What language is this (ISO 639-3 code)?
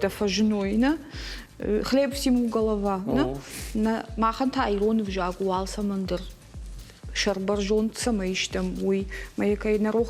oss